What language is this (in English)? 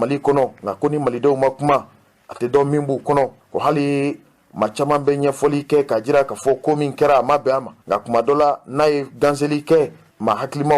Bambara